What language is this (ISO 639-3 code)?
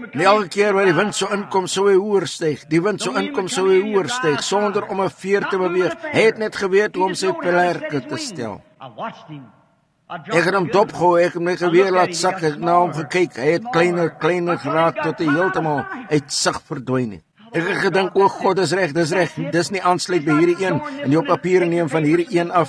afr